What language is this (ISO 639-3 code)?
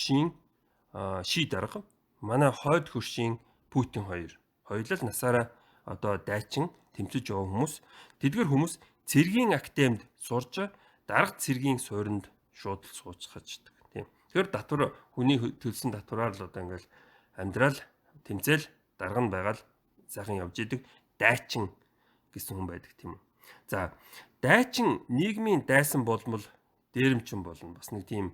mon